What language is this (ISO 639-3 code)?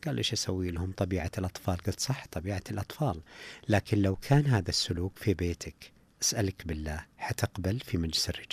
ars